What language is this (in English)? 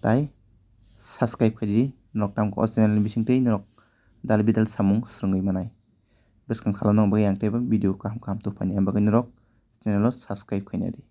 Kok Borok